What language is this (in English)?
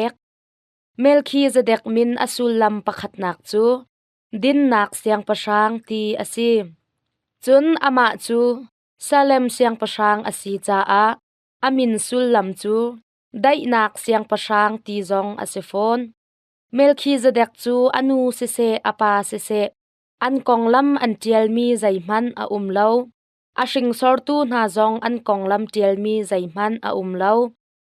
Hakha Chin